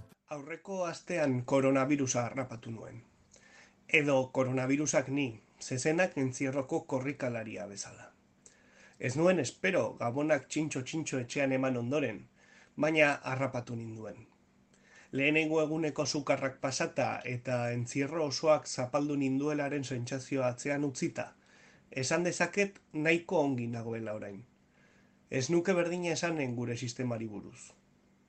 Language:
Basque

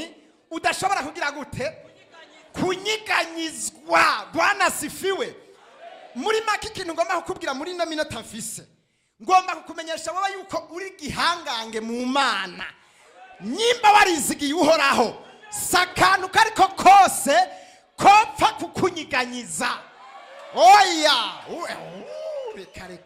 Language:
Rundi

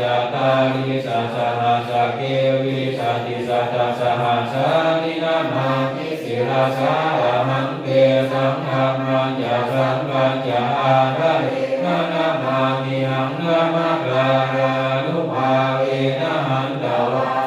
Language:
Pali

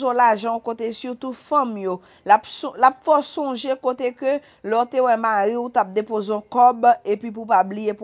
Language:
Haitian Creole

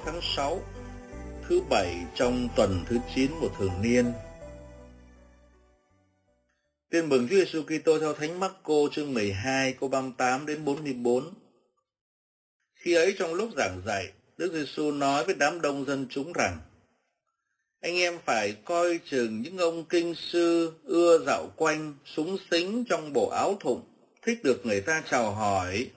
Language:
Vietnamese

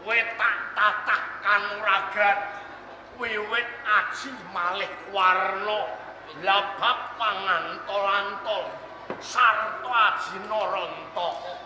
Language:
Javanese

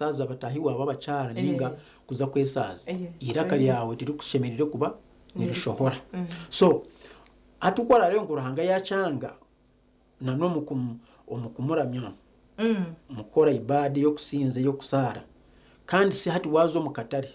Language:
Nyankole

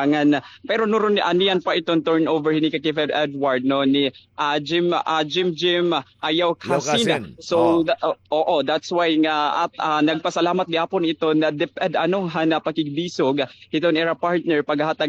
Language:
Waray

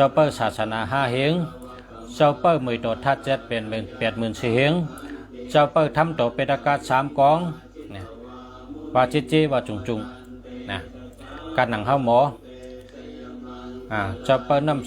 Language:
Shan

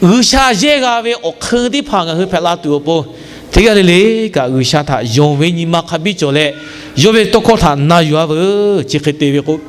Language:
Lahu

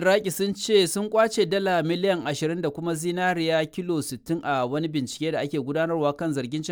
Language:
Hausa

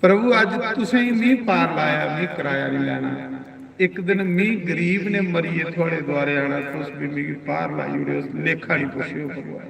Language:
Dogri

